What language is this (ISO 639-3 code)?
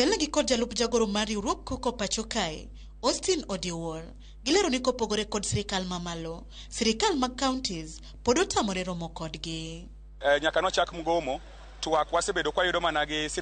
luo